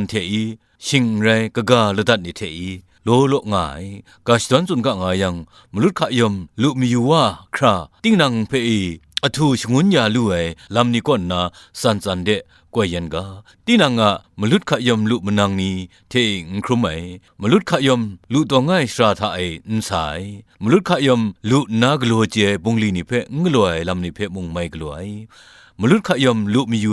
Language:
Kachin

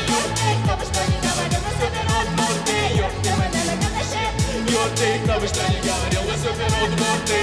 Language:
Udmurt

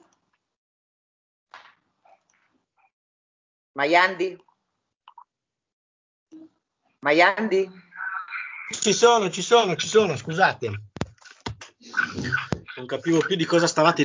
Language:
Italian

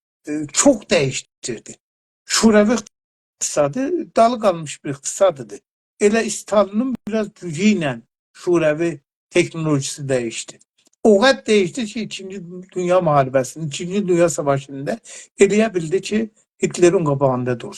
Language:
South Azerbaijani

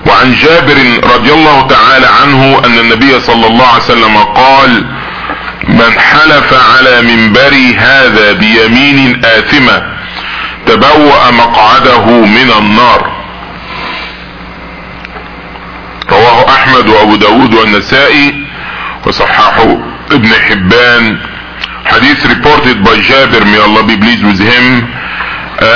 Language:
English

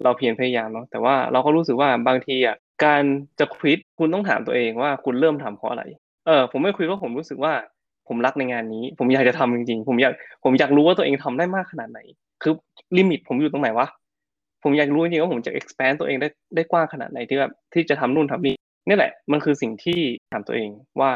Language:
Thai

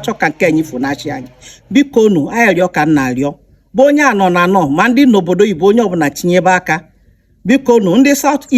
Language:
Igbo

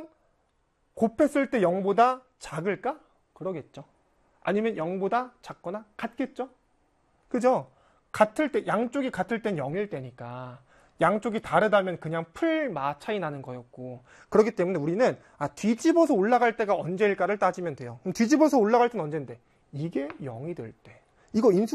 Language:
Korean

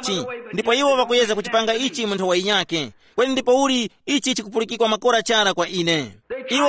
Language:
Tumbuka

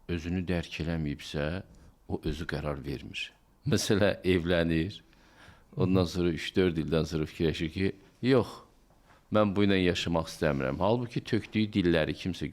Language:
Azerbaijani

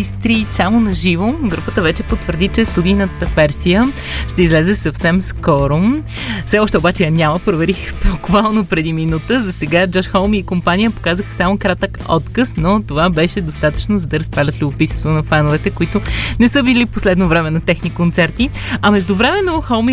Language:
Bulgarian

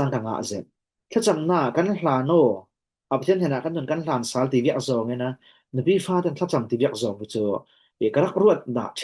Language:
Falam Chin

